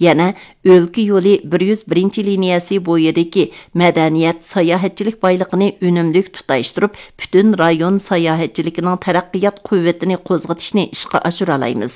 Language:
Uyghur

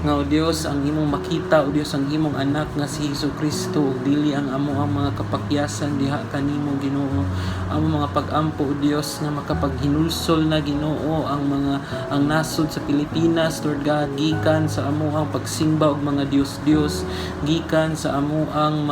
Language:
Cebuano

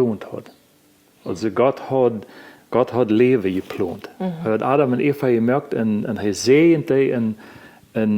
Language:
Plautdietsch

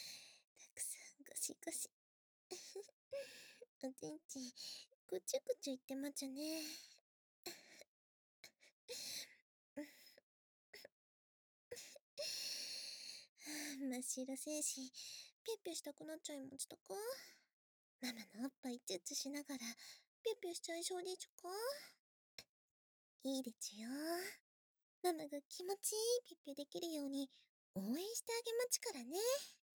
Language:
Japanese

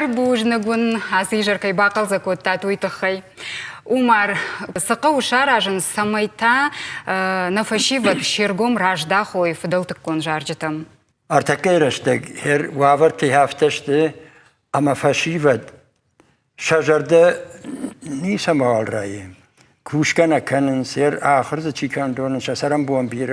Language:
Ossetic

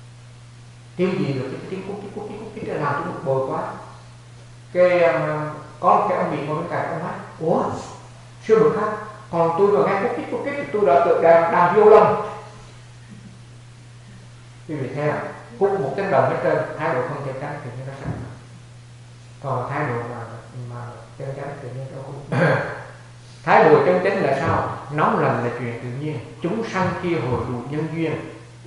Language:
Vietnamese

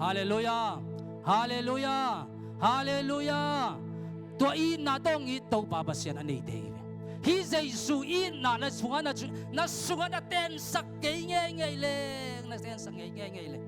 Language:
Tedim Chin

